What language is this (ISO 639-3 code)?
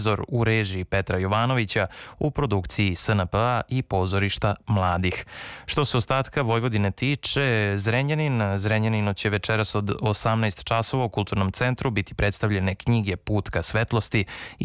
srp